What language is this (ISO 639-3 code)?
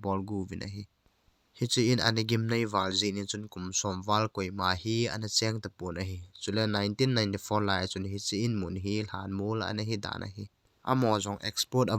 tcz